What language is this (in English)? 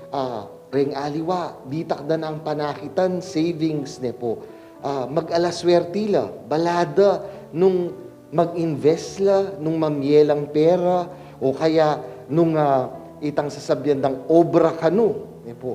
Pampanga